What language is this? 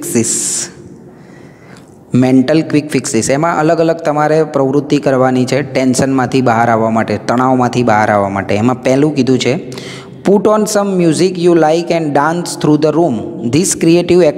Gujarati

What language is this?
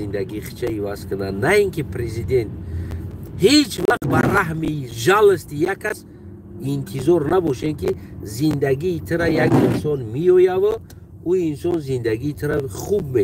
Tajik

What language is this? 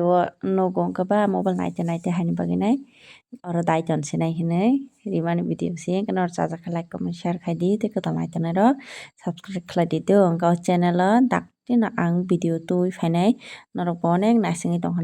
Kok Borok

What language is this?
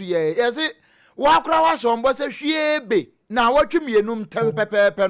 Akan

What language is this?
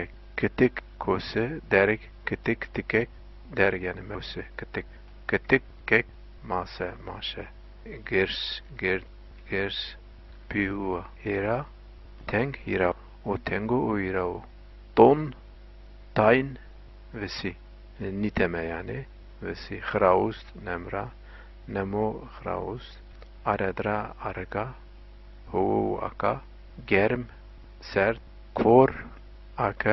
Zaza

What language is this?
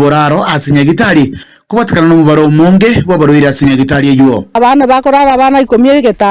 Gusii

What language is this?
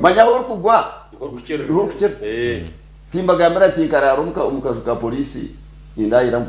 Nyankole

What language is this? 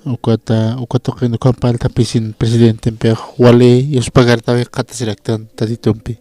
Aymara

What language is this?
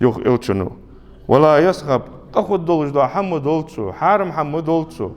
Ingush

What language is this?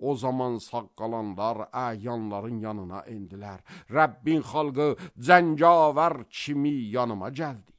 Azerbaijani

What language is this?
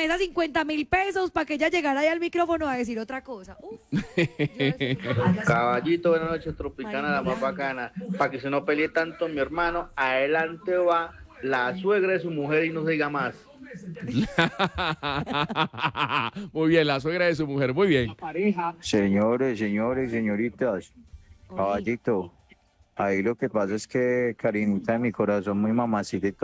Spanish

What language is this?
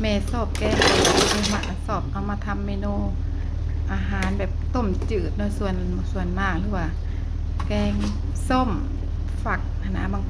Lao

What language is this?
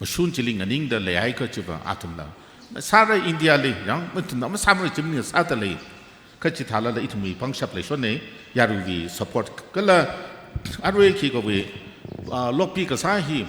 Tangkhul Naga (India)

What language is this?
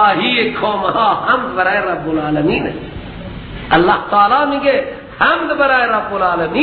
Persian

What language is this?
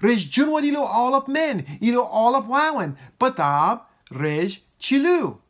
Marshallese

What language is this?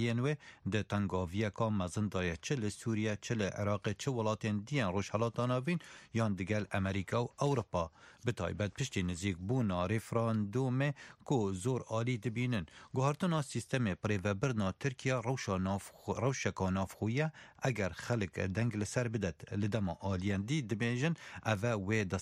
Kurdish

